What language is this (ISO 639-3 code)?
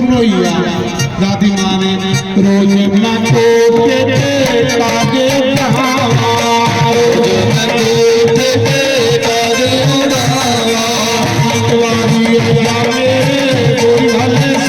doi